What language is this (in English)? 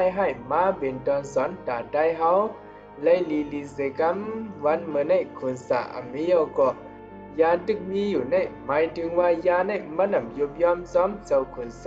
Shan